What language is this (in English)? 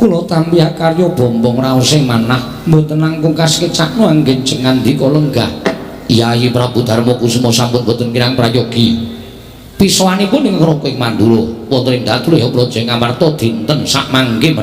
Javanese